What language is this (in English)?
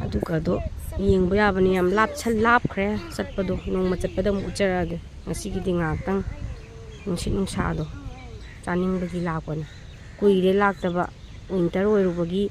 Manipuri